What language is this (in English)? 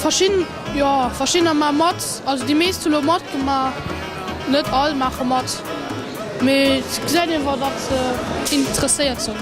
Luxembourgish